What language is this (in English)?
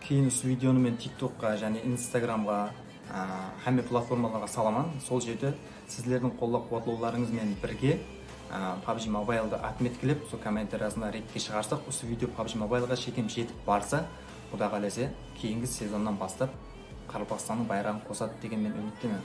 Kara-Kalpak